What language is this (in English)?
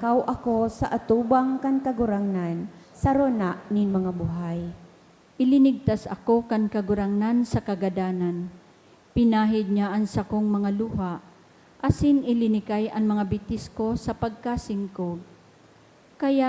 Bikol